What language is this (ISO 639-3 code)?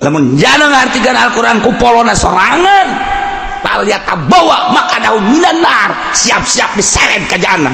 sun